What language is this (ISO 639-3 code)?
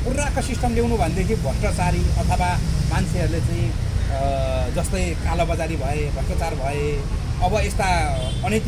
nep